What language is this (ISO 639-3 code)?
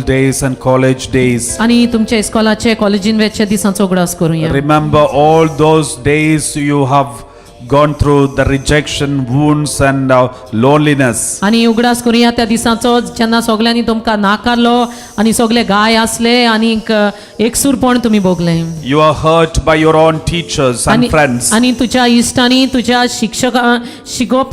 kok